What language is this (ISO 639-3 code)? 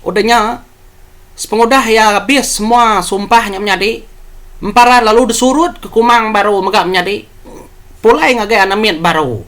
iba